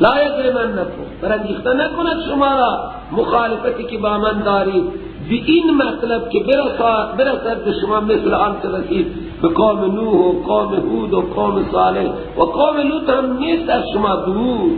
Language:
Persian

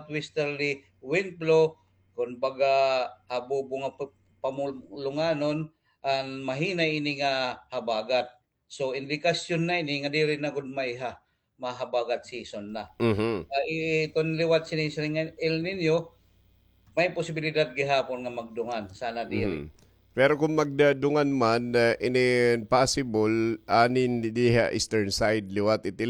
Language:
Waray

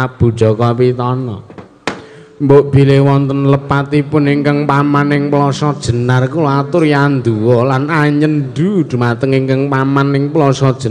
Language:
Javanese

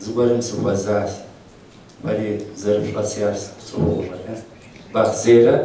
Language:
Kabardian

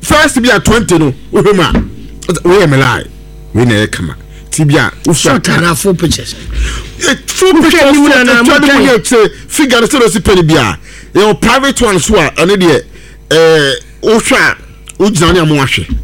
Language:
Akan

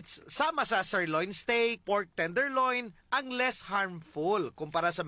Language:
Filipino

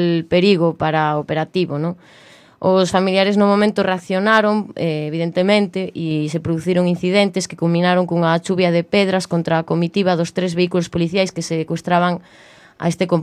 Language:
Galician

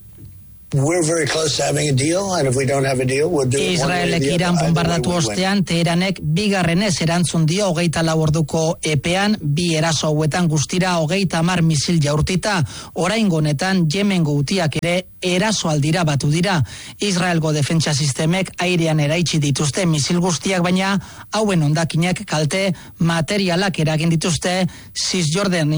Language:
Basque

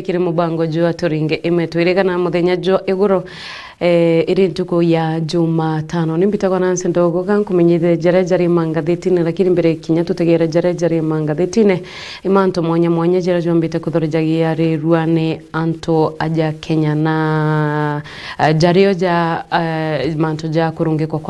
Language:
Meru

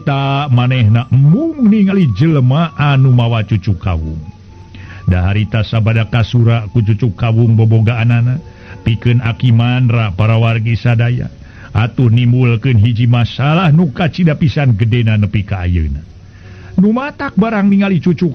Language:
Sundanese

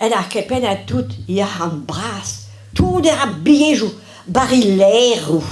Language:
Breton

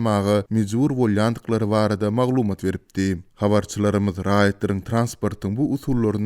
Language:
Turkmen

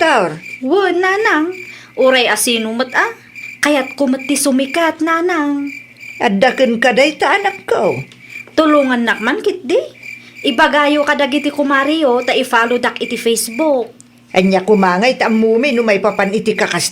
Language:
Iloko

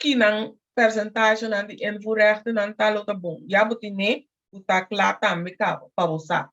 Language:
Papiamento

